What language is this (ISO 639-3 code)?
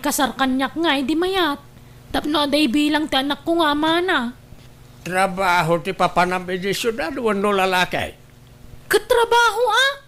ilo